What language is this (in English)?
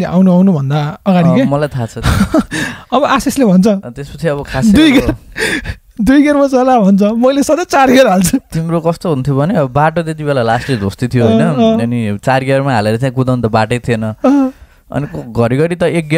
Nepali